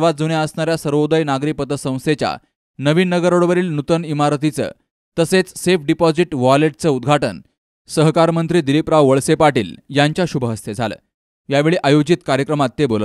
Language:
Marathi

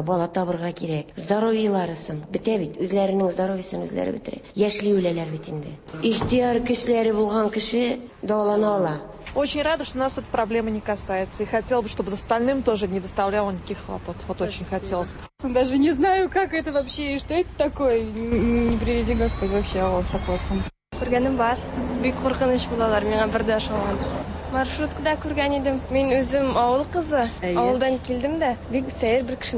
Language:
Tatar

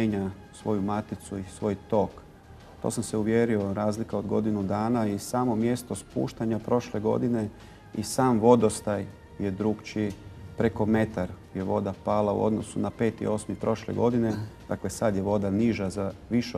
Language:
Croatian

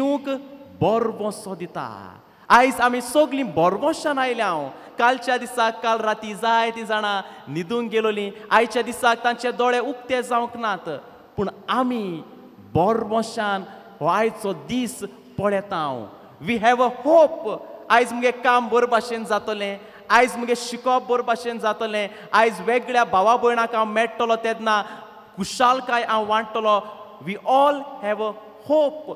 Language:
Konkani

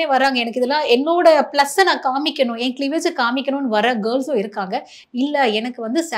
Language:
Tamil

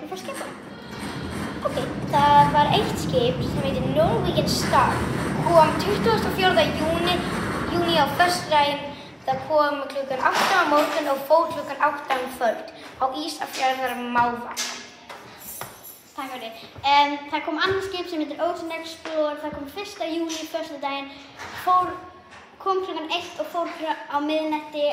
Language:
Icelandic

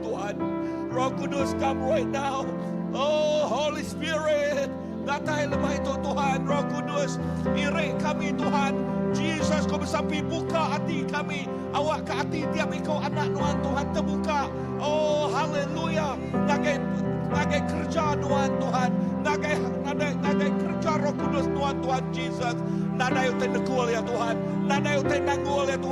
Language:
Iban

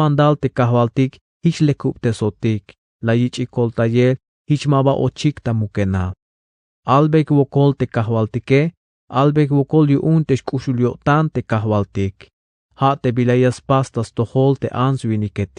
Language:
Tzeltal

